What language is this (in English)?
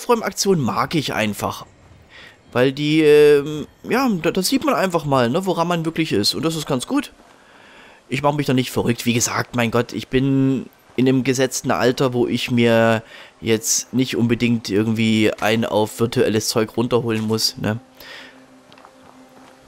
German